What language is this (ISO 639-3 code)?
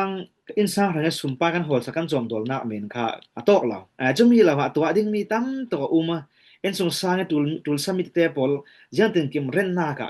cfm